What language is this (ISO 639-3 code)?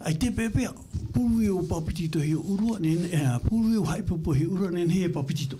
tah